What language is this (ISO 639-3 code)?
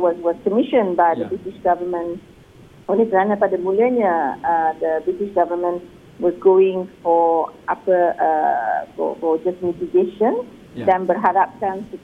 msa